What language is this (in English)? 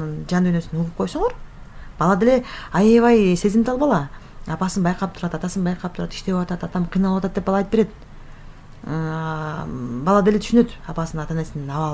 Kyrgyz